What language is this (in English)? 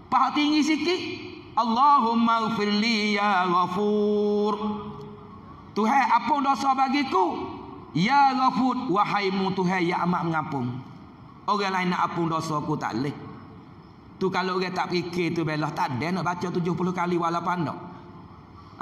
Pattani Malay